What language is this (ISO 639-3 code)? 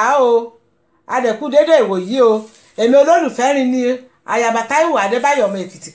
yor